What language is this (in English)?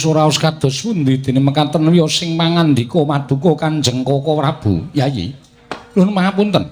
Javanese